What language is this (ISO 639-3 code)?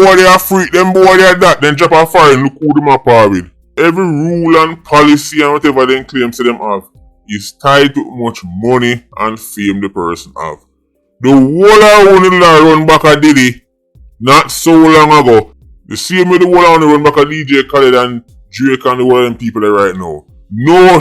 jam